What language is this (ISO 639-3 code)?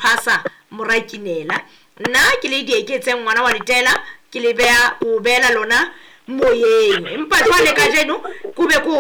sot